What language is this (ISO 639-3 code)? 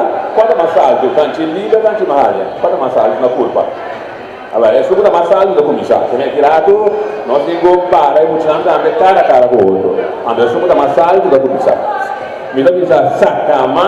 pap